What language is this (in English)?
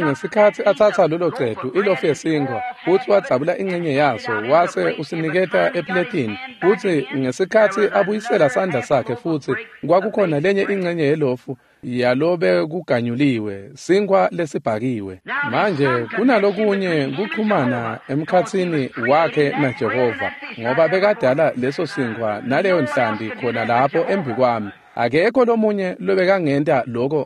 Swati